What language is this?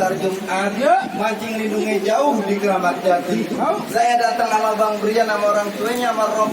Betawi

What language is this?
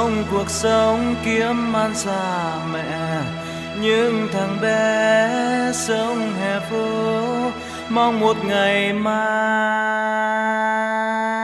Vietnamese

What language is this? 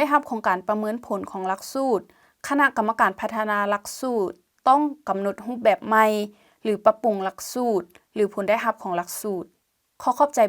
Lao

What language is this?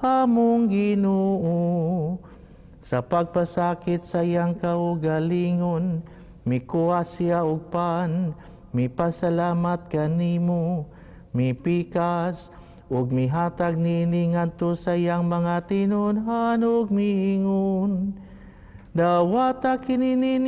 Cebuano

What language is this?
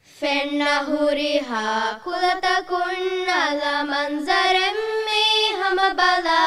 Divehi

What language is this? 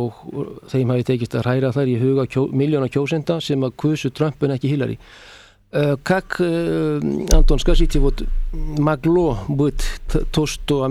Icelandic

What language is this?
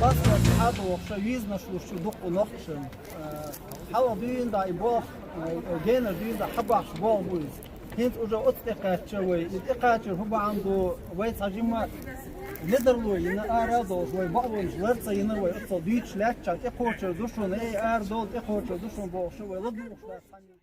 Chechen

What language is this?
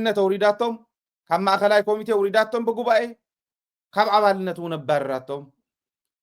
Tigrinya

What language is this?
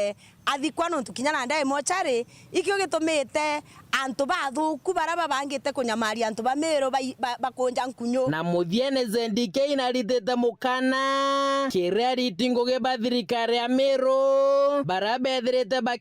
Meru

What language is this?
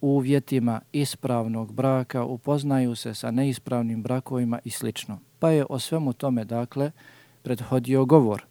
Bosnian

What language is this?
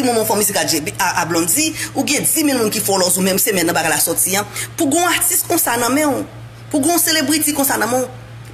Haitian Creole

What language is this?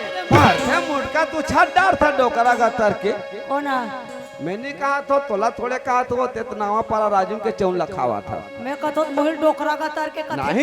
Chhattisgarhi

